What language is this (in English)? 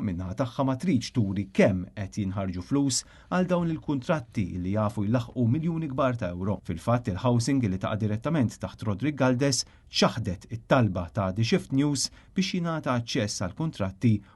Maltese